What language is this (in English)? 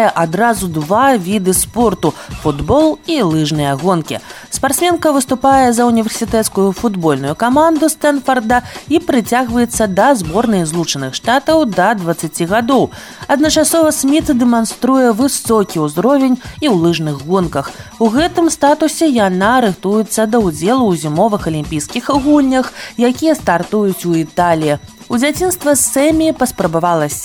Belarusian